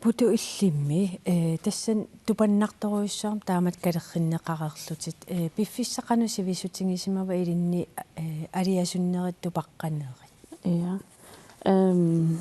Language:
Kalaallisut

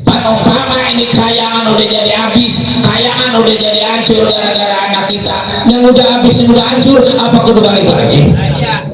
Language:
Betawi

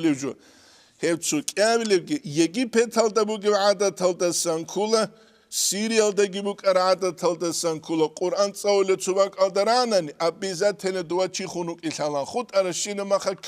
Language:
Avaric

